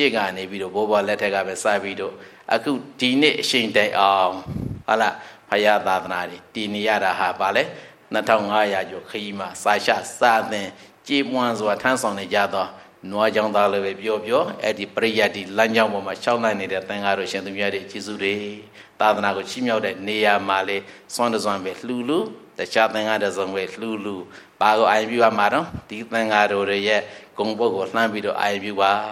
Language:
Burmese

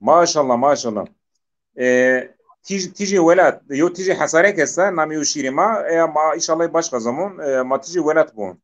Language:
Zaza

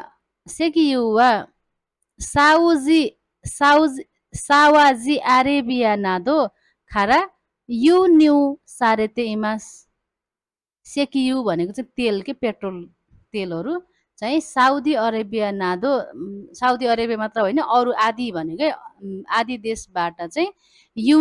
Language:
Nepali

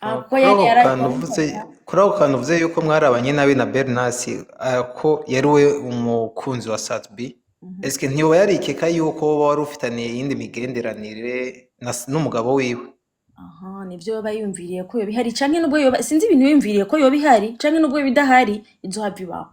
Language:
Rundi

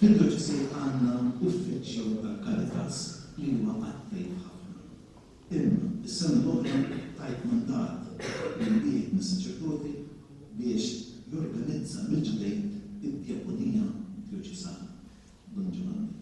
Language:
Maltese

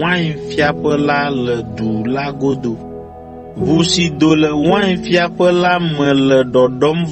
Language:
Ewe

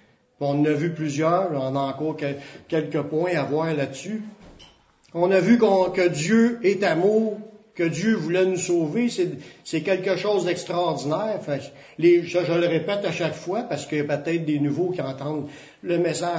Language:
French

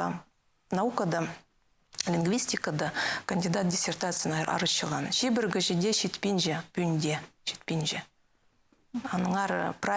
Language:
Khakas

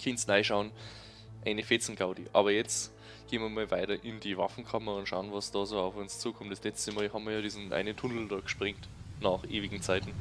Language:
Bavarian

